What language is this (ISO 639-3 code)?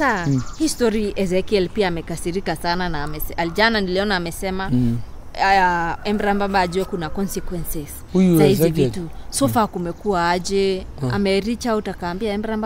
swa